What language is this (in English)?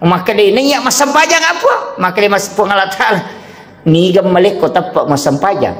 Buginese